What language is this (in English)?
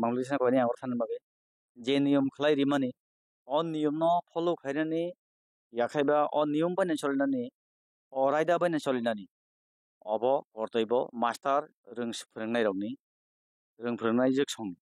Kok Borok